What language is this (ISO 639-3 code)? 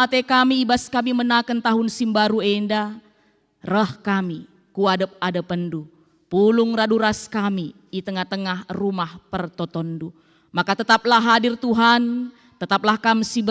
btx